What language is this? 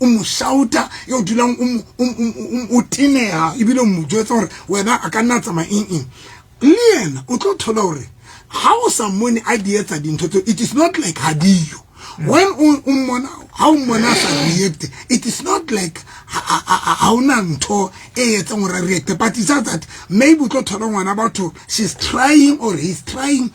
Southern Sotho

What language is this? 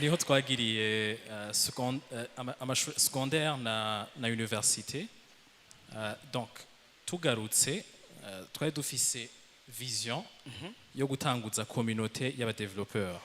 Rundi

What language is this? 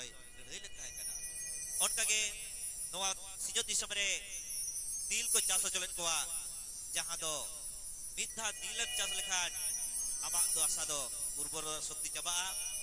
Santali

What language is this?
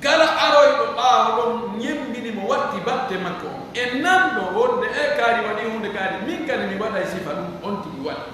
Pular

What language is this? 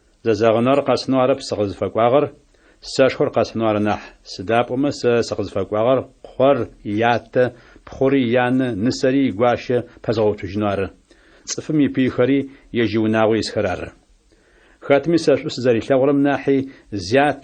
Adyghe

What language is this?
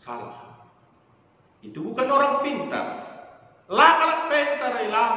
Batak Karo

